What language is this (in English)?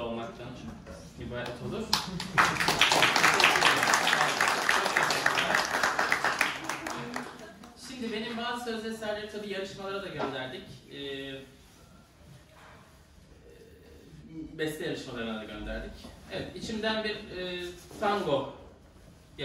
Turkish